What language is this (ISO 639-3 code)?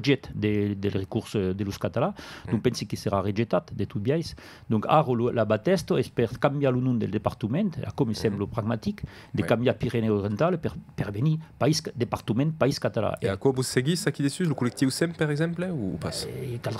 oci